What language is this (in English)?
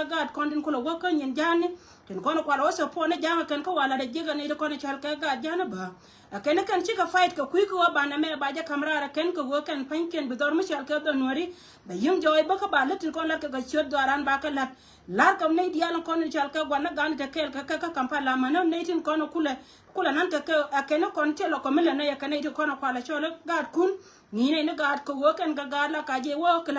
Nuer